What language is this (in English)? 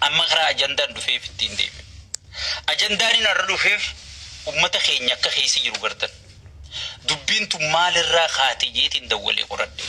Oromo